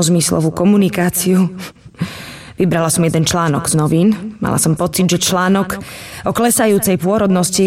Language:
Slovak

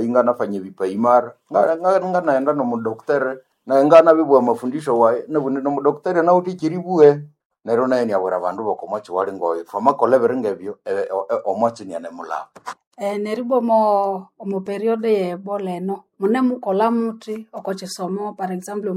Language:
Nande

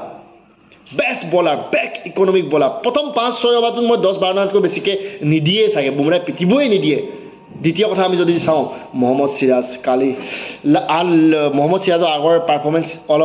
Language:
Assamese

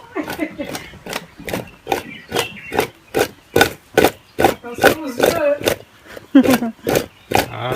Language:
Réunion Creole French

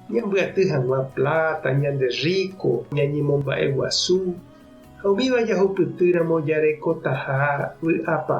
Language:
Guarani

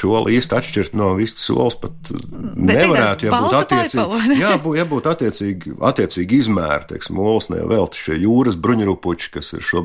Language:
Latvian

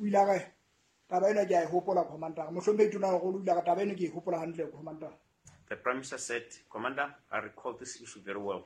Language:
Southern Sotho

